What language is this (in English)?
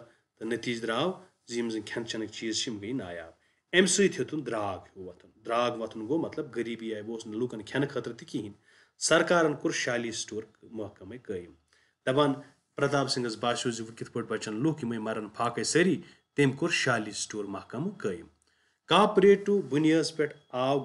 Kashmiri